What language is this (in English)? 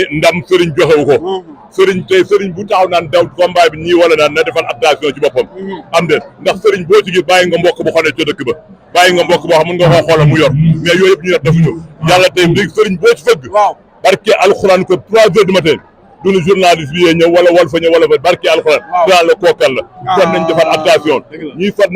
Wolof